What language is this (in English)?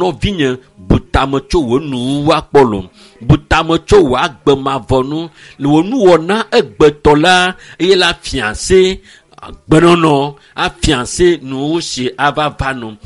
Ewe